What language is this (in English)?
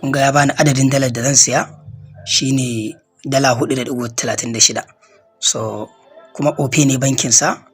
Hausa